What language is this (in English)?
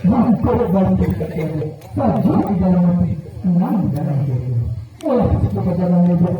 Minangkabau